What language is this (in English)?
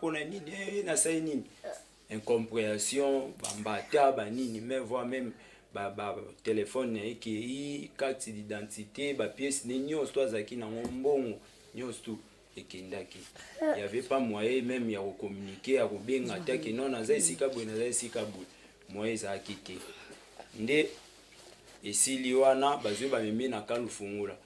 Lingala